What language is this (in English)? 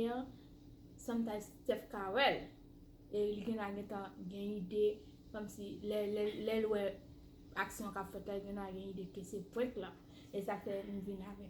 Haitian Creole